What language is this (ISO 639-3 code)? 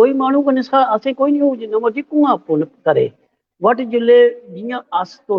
doi